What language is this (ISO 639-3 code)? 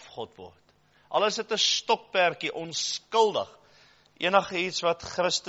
afr